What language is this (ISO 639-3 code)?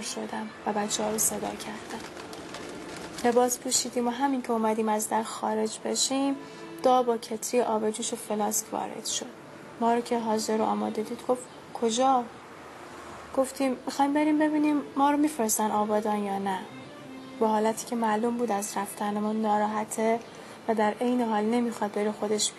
fas